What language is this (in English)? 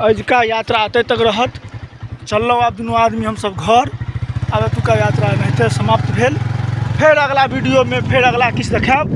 Maithili